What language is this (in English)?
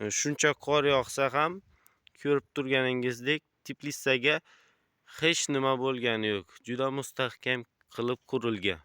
Uzbek